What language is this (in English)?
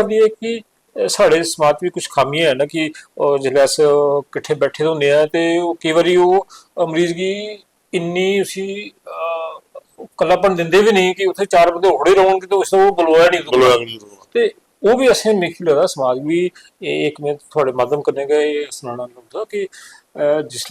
Dogri